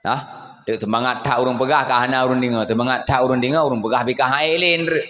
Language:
Achinese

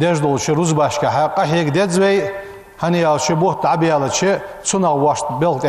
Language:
Ingush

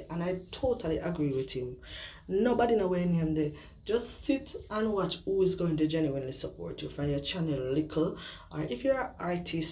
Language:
Jamaican Creole English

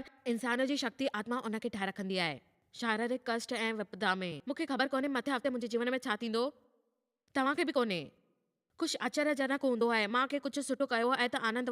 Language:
Sindhi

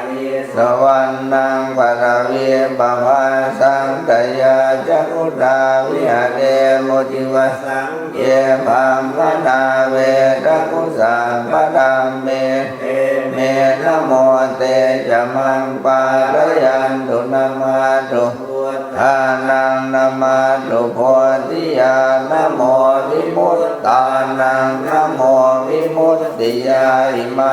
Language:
Pali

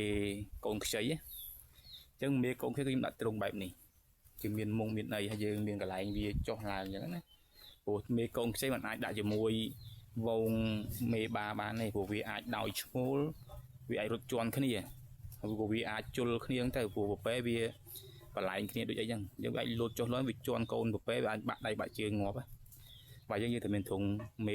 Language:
Khmer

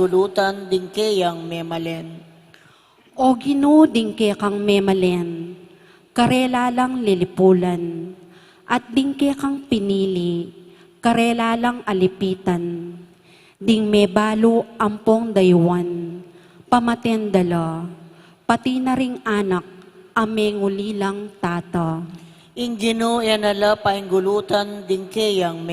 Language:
Pampanga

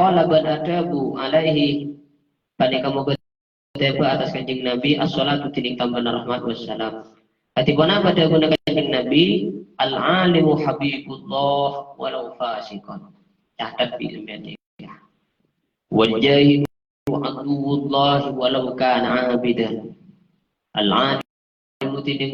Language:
Madurese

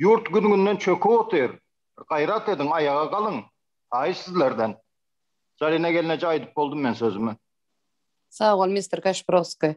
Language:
Turkmen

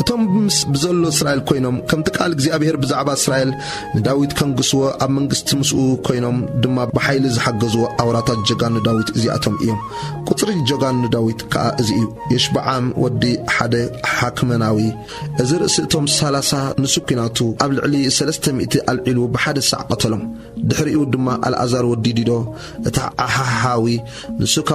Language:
Tigrinya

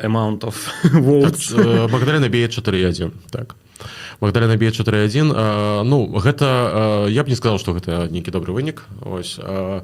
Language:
Belarusian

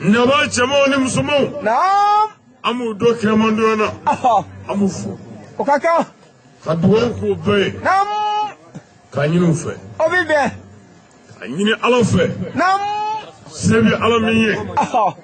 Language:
Bambara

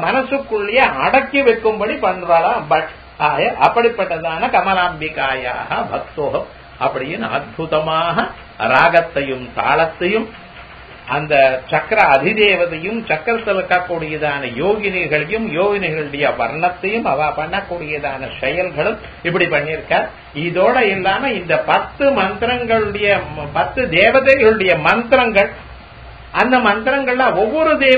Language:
Tamil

